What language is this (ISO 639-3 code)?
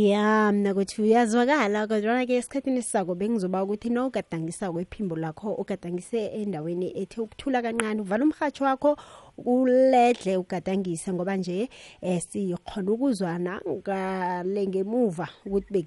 xho